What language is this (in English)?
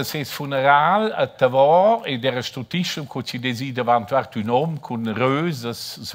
Romansh